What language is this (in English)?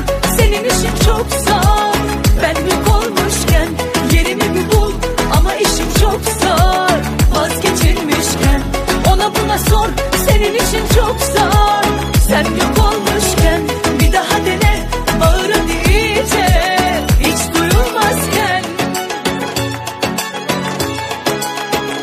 Turkish